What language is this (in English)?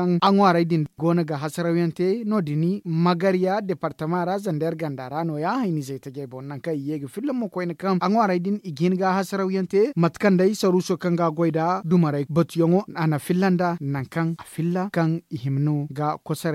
Zarma